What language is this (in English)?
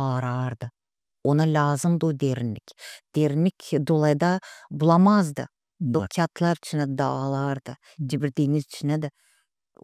Gagauz